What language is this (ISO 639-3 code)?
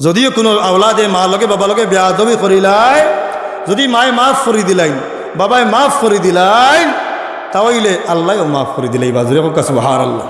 syl